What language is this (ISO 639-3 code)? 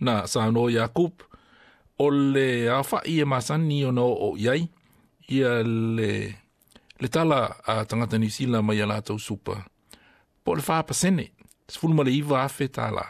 smo